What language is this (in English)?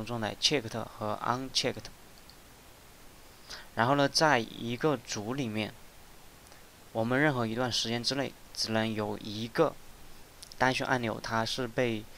Chinese